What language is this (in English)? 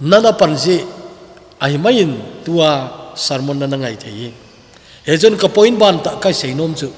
Thado Chin